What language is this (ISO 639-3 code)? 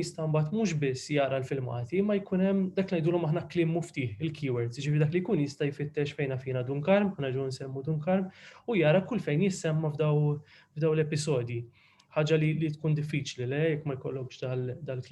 mlt